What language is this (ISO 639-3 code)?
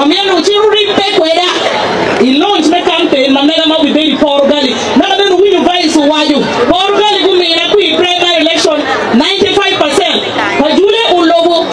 ach